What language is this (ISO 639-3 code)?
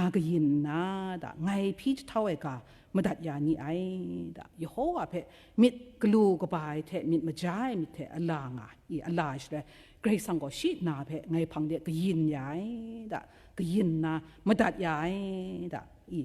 kac